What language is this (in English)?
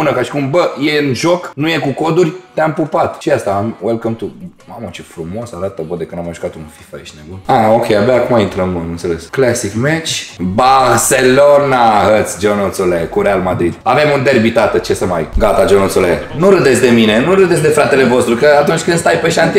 Romanian